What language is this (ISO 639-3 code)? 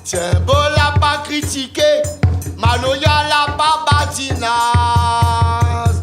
rcf